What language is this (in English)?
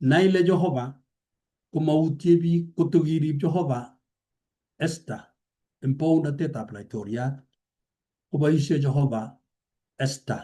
Kalenjin